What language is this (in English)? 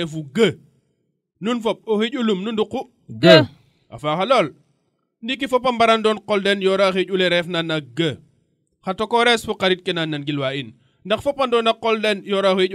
Serer